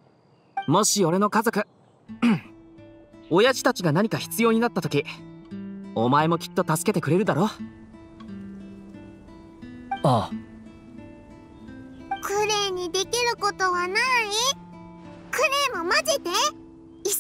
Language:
Japanese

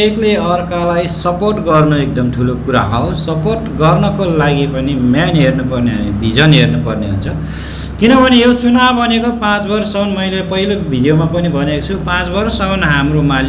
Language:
Nepali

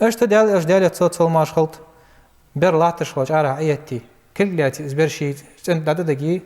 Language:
Ingush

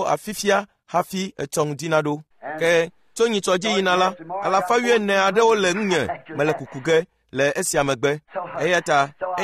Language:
Ewe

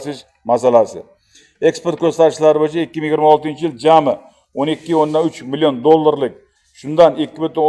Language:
Uzbek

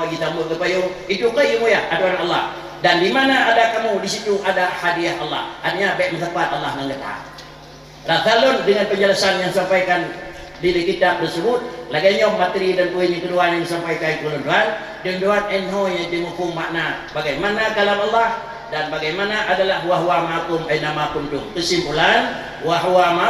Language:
Achinese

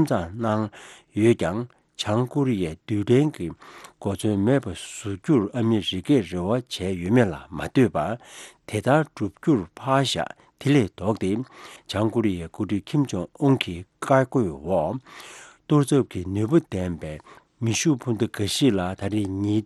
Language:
Tibetan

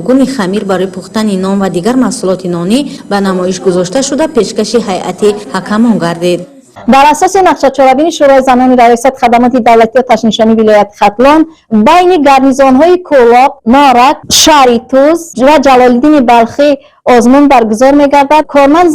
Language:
Tajik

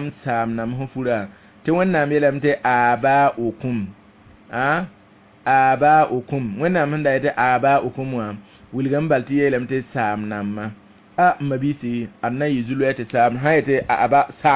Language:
Mossi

